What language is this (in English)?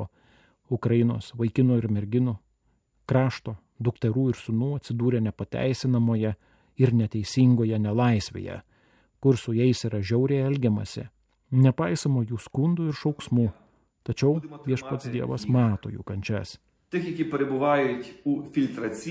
Lithuanian